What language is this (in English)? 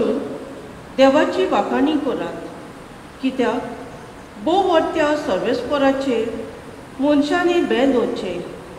Konkani